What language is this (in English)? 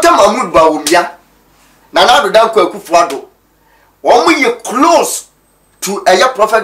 Akan